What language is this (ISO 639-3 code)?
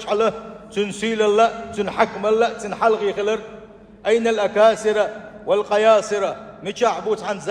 che